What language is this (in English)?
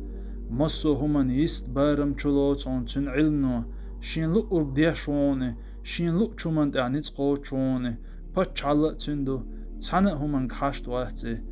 Chechen